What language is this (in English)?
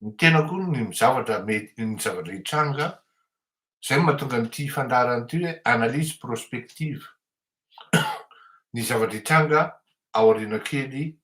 Malagasy